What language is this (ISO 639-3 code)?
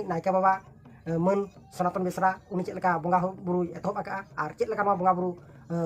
sat